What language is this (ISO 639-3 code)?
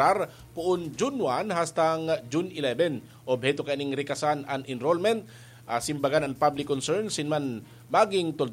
bik